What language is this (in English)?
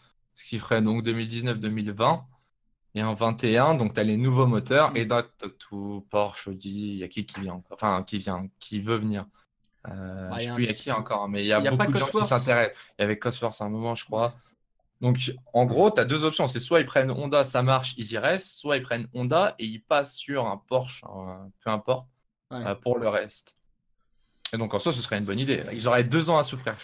French